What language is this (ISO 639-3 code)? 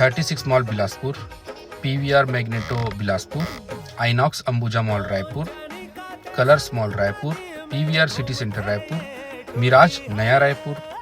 hne